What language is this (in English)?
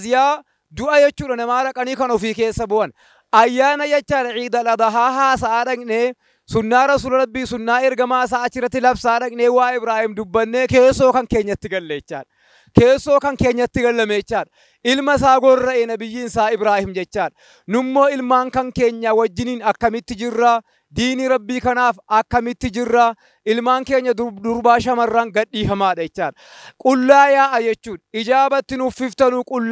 Oromo